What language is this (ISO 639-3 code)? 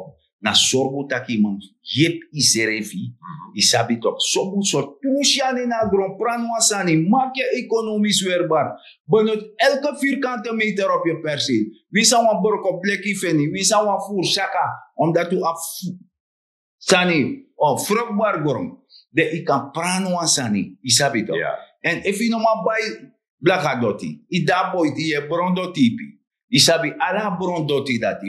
srn